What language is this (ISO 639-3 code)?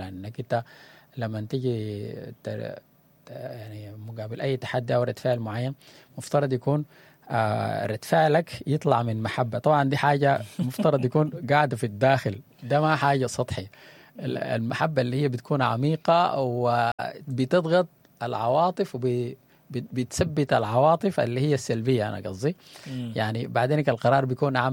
apd